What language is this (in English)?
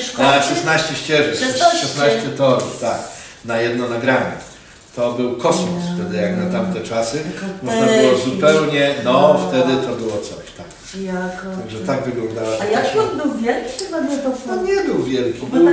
Silesian